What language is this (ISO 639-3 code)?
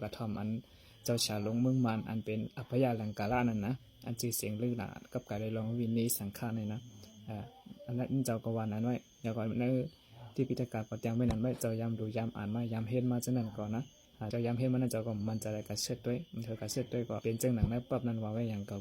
shn